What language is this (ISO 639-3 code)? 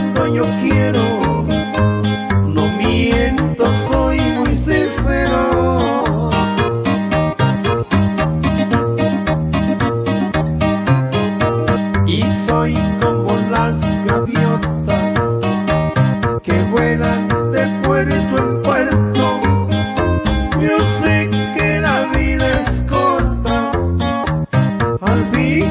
spa